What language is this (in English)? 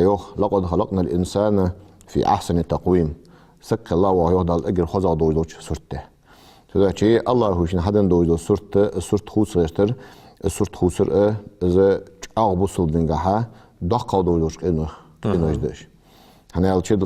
Ingush